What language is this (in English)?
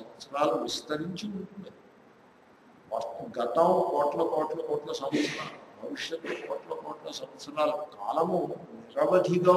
Telugu